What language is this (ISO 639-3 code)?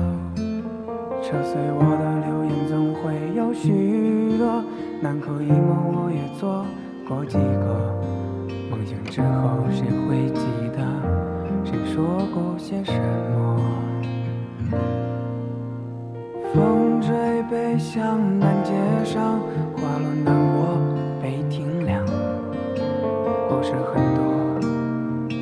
zho